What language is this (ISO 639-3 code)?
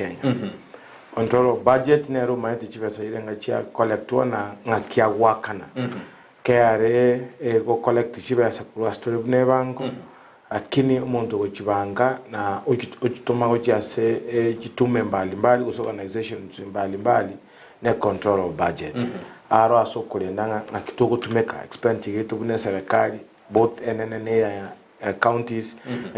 guz